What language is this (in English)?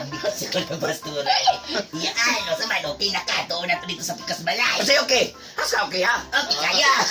Cebuano